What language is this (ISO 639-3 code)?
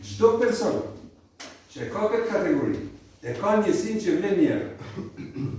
sqi